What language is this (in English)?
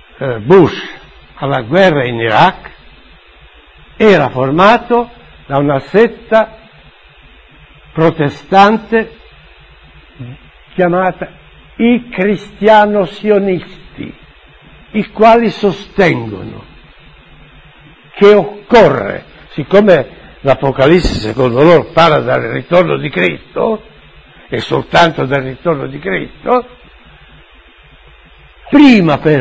Italian